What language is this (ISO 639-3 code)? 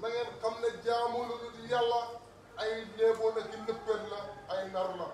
wol